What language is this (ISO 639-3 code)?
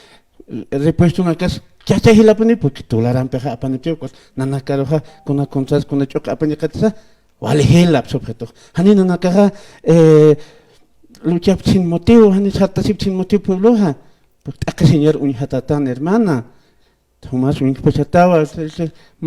aym